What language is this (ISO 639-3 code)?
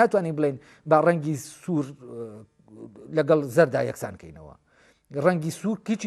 ckb